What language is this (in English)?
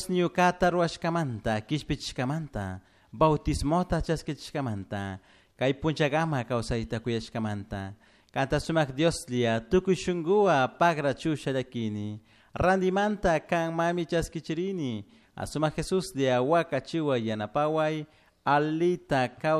Chimborazo Highland Quichua